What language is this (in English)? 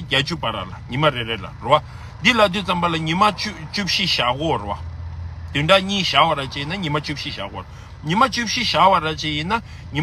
Tibetan